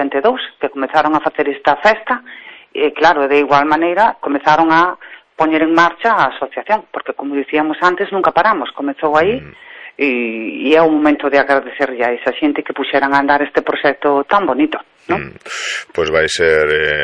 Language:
Galician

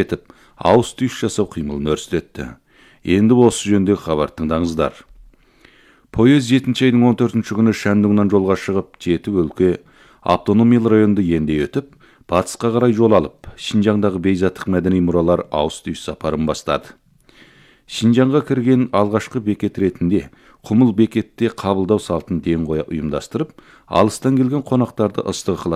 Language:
Kazakh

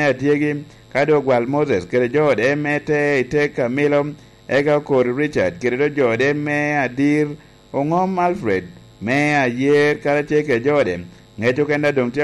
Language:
Lango (Uganda)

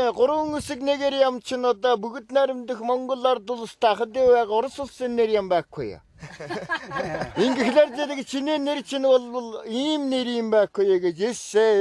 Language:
Mongolian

